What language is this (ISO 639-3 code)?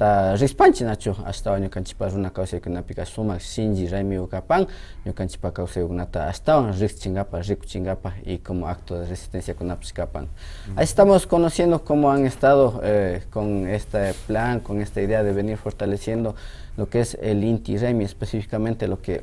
qvi